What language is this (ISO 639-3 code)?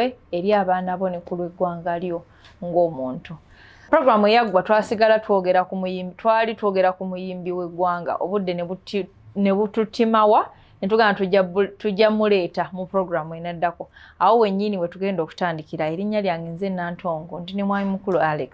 lug